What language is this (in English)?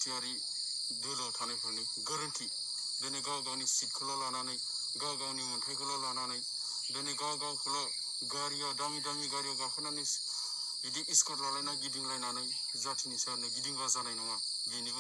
Bodo